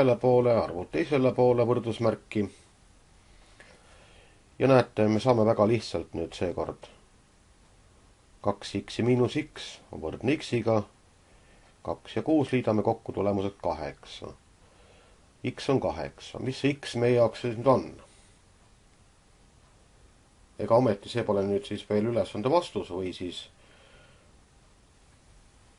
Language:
Estonian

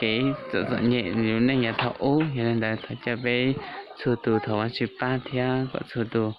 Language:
Hmong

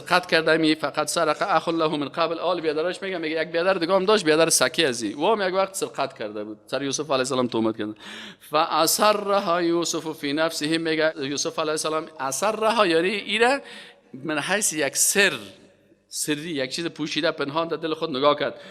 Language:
Persian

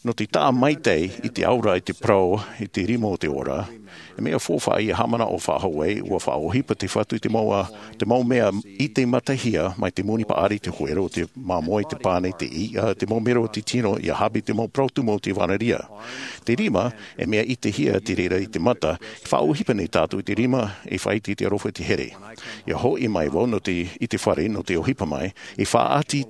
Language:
Tahitian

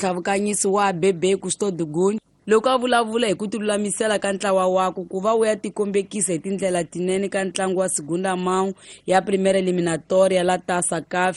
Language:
Tsonga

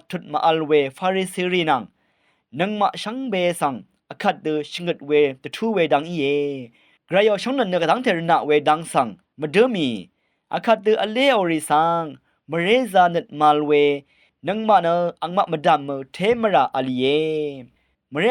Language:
Rawang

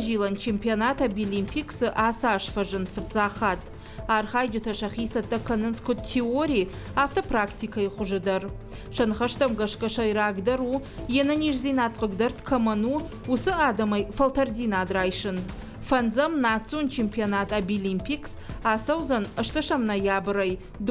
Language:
Ossetic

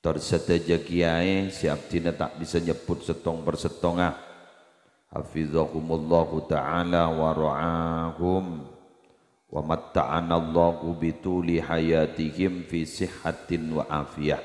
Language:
Madurese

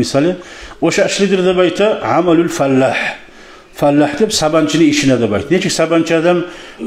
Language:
Kumyk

